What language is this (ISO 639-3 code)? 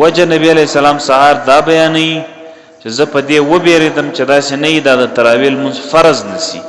pus